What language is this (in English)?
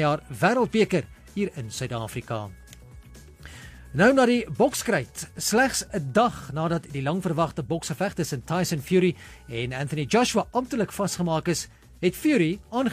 Afrikaans